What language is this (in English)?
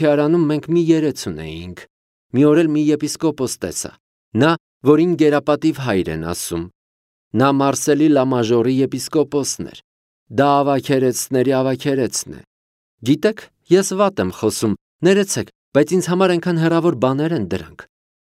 Armenian